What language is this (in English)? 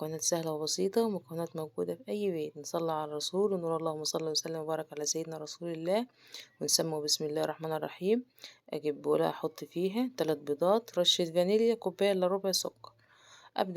Egyptian Arabic